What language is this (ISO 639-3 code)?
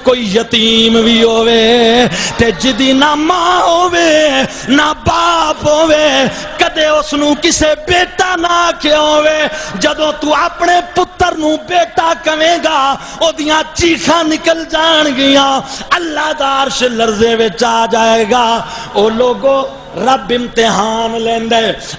skr